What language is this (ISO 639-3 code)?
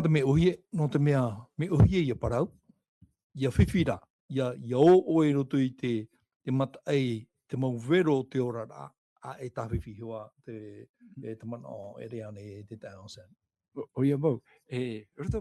tah